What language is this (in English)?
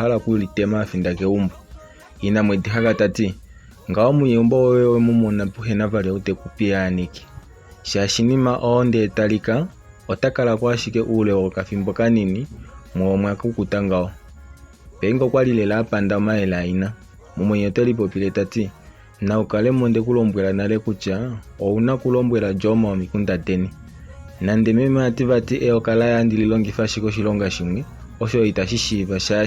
Kuanyama